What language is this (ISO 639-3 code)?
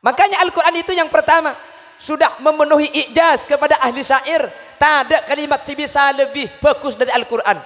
mad